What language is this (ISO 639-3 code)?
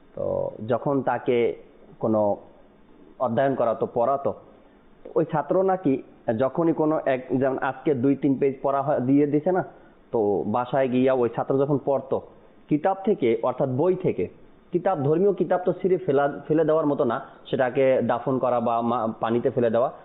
ben